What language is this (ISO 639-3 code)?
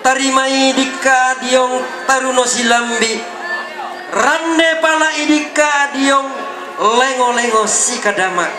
sda